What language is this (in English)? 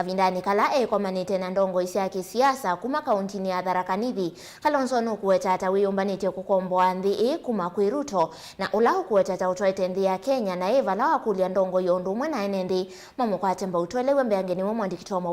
Kamba